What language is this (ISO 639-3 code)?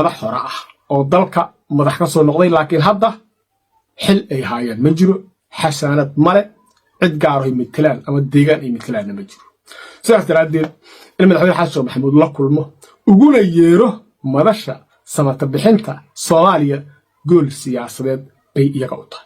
som